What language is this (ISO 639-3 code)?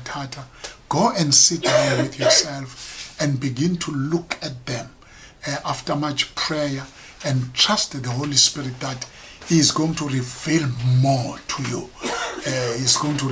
zul